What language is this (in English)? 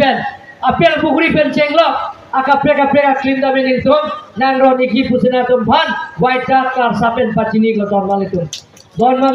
Karbi